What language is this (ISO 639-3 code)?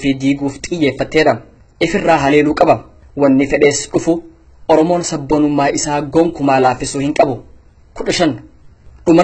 orm